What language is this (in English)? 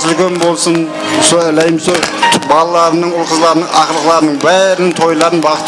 Kara-Kalpak